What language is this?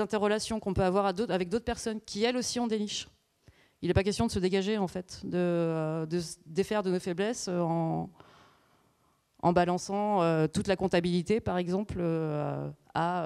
French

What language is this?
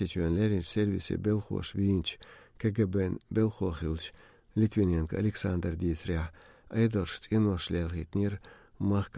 Chechen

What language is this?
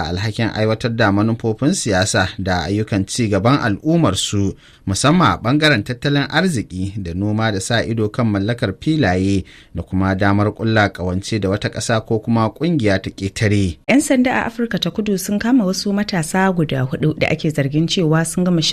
Hausa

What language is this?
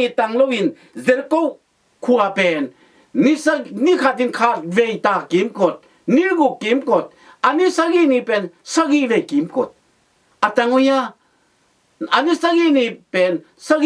Tedim Chin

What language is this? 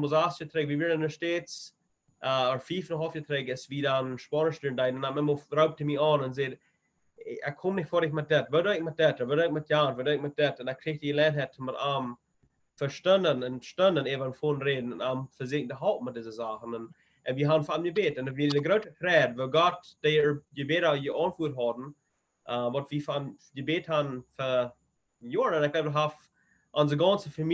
Plautdietsch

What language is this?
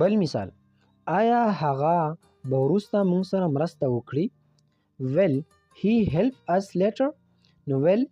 Pashto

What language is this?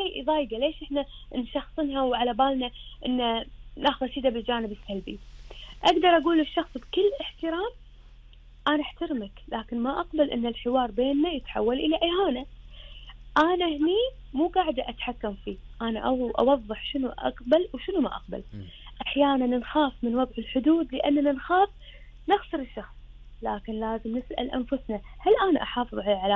Gulf Arabic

